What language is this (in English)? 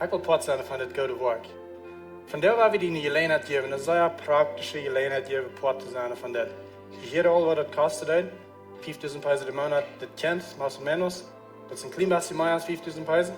Plautdietsch